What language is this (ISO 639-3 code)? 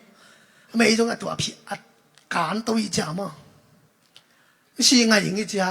ctd